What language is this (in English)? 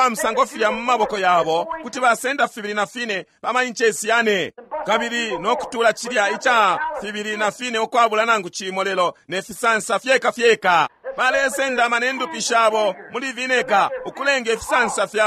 Bemba